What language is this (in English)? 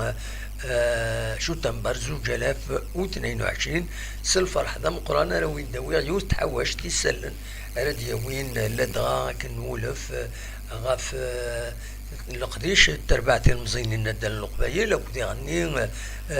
Kabyle